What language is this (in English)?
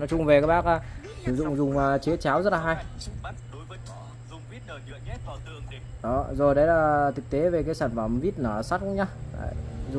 Vietnamese